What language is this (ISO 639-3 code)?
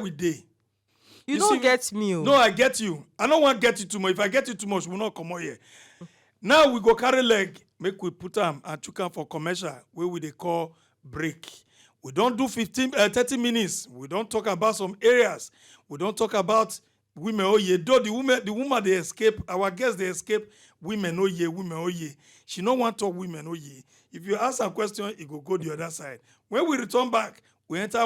pcm